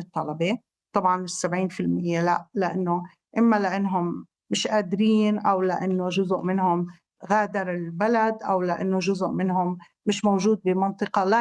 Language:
North Levantine Arabic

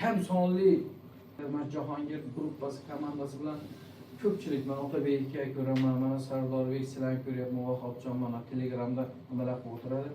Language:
Uzbek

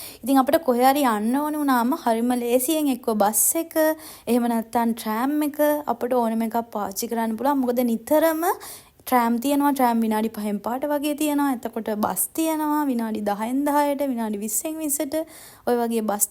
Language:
Sinhala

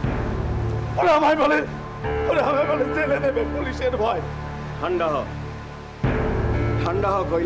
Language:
Bangla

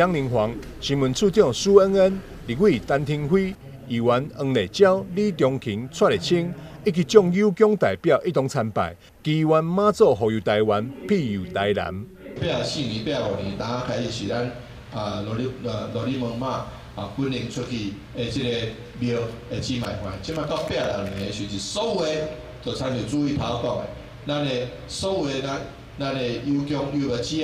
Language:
Min Nan Chinese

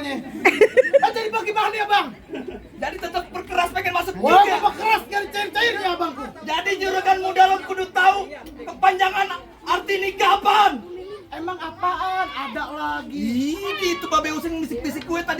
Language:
Betawi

